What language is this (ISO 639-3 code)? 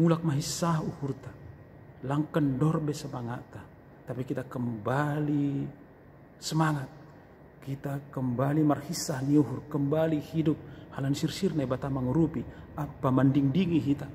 bts